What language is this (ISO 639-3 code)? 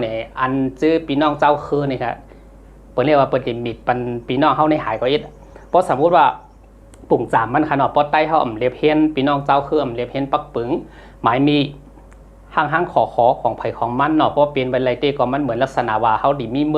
shn